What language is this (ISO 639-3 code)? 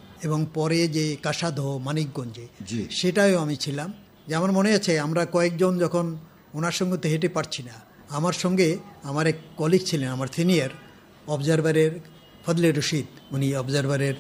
ben